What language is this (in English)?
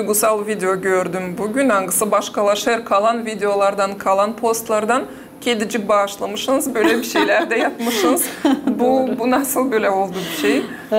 Gagauz